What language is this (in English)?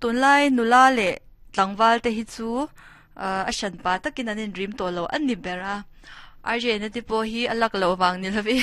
Mizo